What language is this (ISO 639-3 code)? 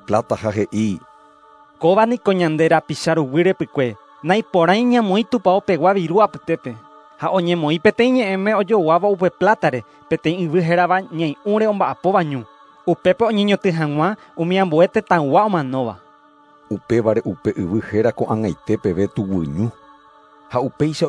grn